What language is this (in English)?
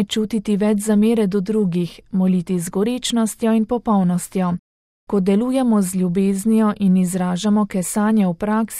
Slovenian